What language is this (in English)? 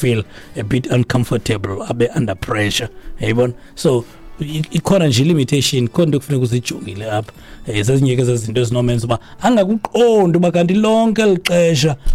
Xhosa